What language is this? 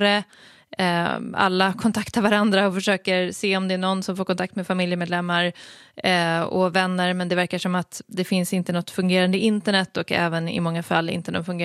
Swedish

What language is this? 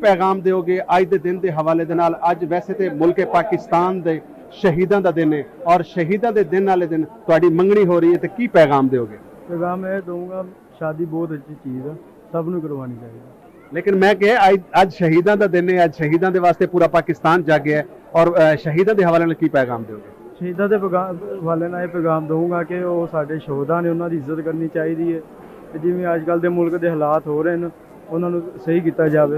Saraiki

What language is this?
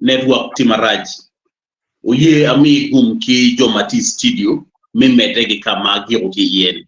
Acoli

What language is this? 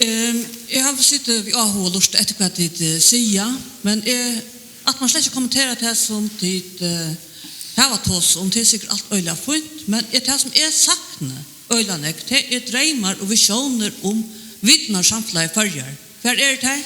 Faroese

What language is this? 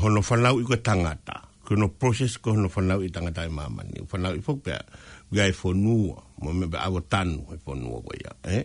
Tongan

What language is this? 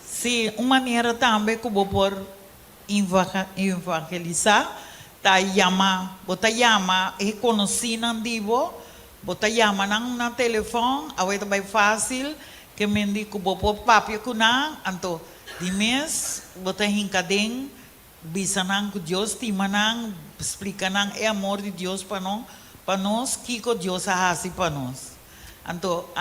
Papiamento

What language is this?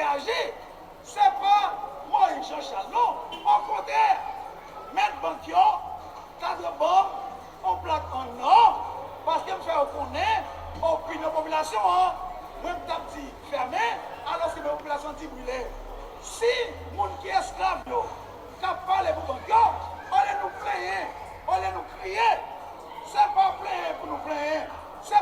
Haitian Creole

